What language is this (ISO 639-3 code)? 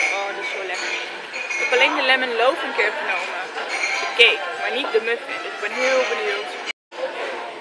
nld